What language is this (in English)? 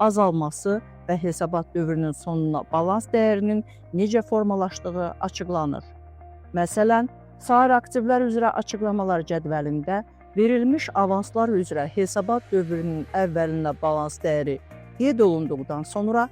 Azerbaijani